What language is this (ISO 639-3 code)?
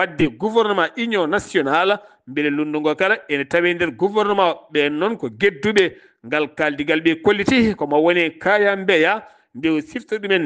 ful